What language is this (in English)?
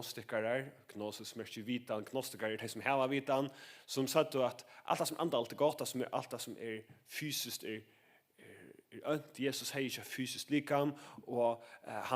Faroese